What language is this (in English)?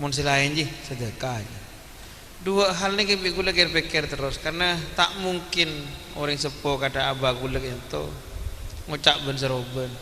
Madurese